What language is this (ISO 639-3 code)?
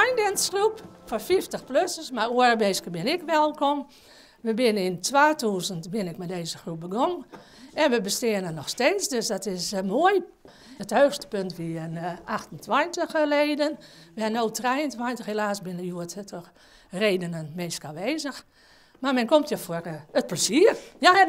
fry